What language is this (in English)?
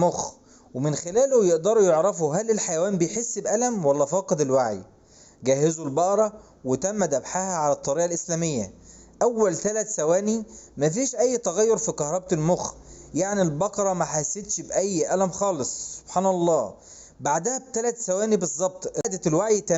Egyptian Arabic